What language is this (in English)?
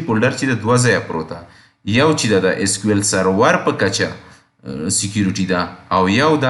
Pashto